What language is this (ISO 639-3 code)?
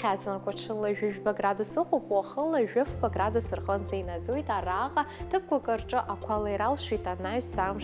abk